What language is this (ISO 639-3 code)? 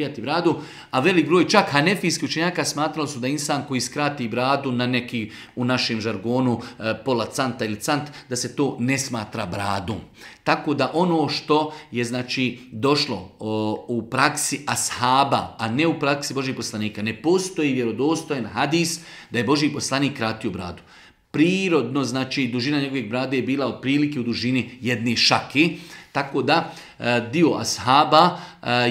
bos